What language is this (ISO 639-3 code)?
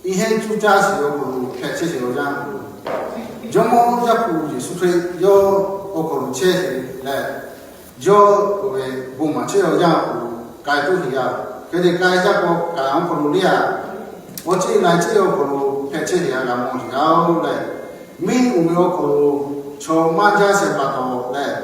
lhu